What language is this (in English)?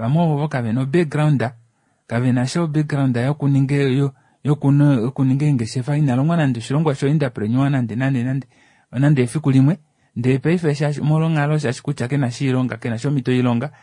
Kuanyama